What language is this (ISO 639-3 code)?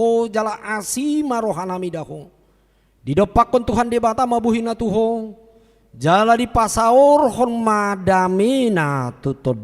bbc